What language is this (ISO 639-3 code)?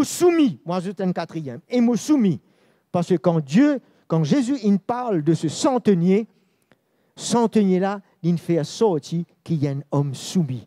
mfe